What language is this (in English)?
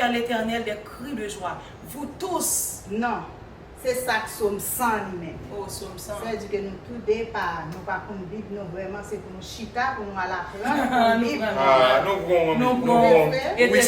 Haitian Creole